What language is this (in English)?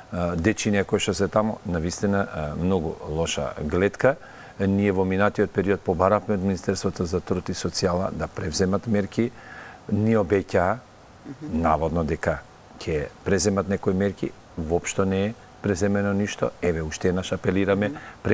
Macedonian